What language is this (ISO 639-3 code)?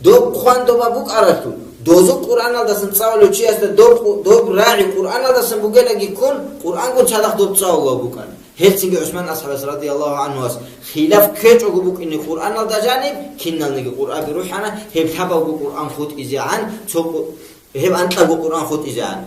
ava